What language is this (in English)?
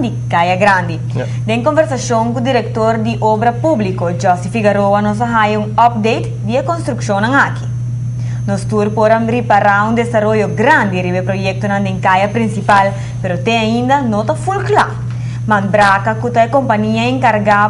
Papiamento